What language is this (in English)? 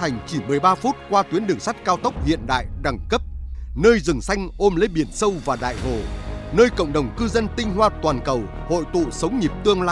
Vietnamese